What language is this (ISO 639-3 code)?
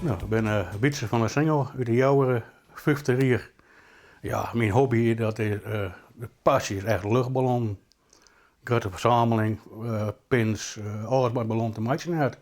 fry